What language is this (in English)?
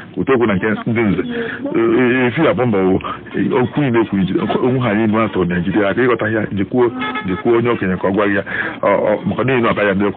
Igbo